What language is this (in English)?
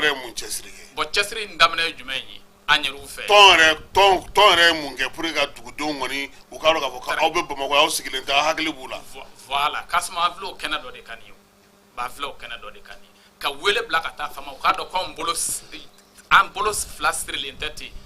Bambara